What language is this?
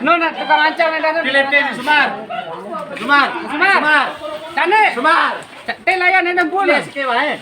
Sasak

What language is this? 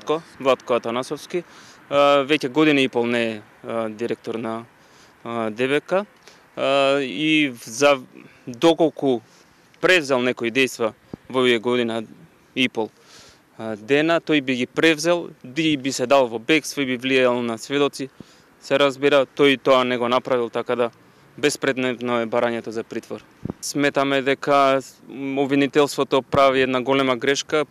Macedonian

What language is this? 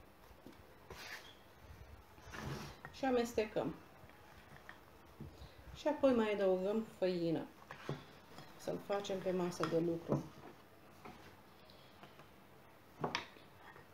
Romanian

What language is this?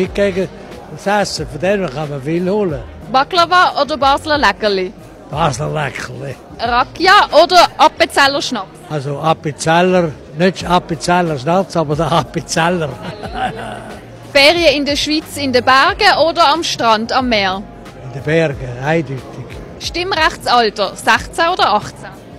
Swiss German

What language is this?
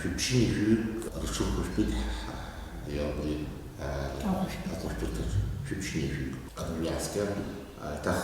Abkhazian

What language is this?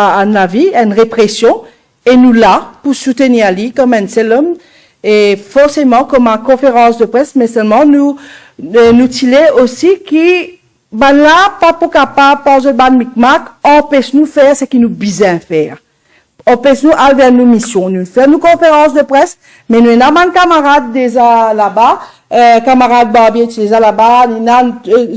Morisyen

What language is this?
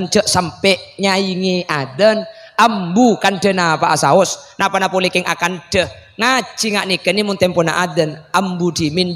Madurese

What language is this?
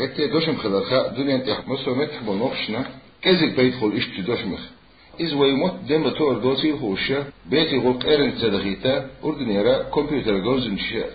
Chechen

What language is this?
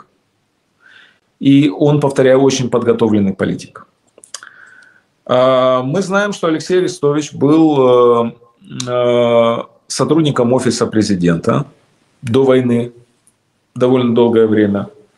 Russian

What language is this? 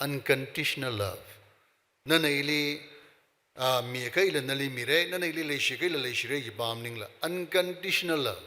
Tangkhul Naga (India)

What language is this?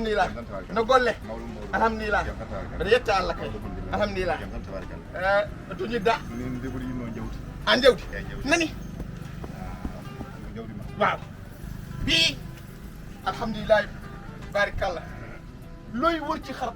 Fula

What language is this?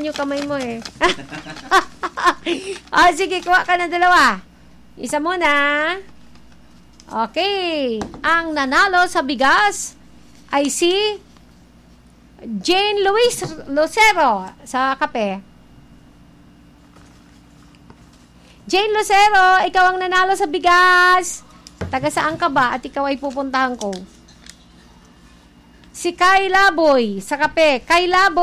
Filipino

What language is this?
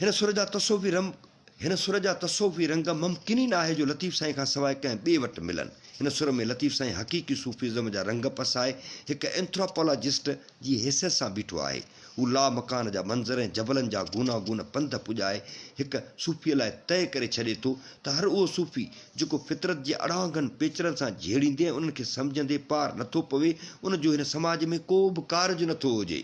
Sindhi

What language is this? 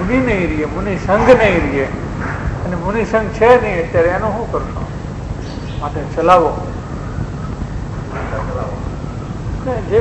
Gujarati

